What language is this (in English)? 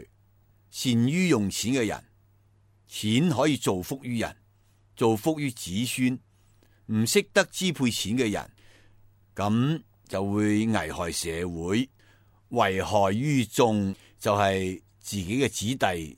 Cantonese